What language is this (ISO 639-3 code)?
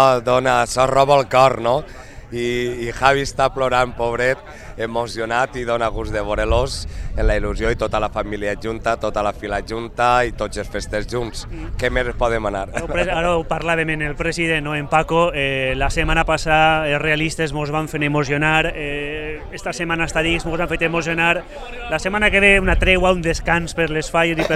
cat